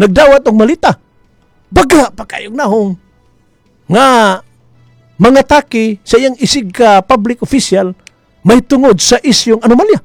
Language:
Cebuano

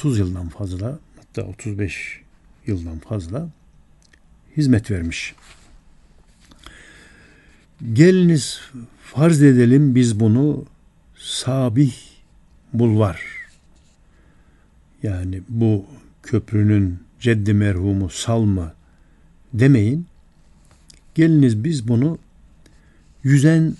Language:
Turkish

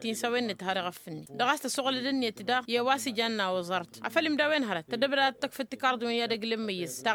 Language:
Tamasheq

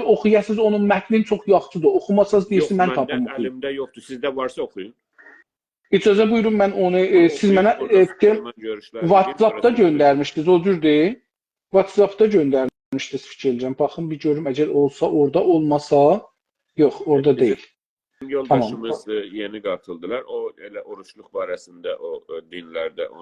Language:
South Azerbaijani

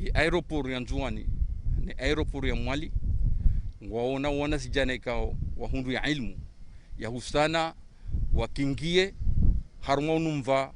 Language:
Ngazidja Comorian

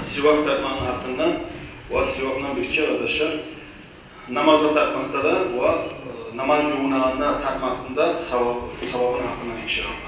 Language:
Kumyk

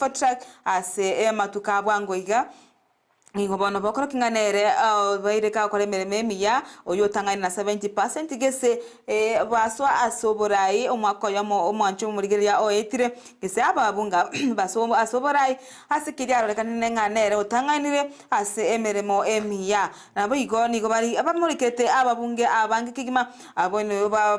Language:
Gusii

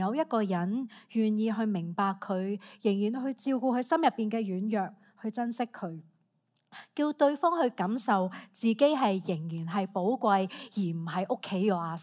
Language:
Cantonese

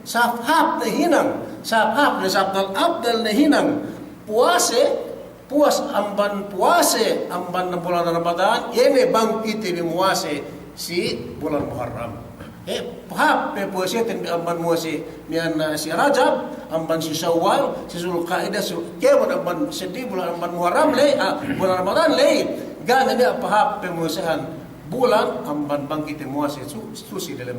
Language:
Yakan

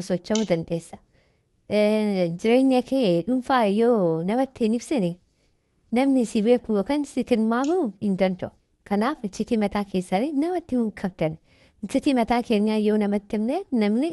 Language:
Oromo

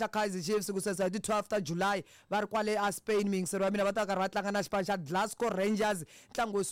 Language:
Tsonga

